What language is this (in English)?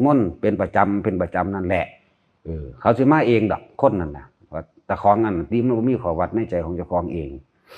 Northeastern Thai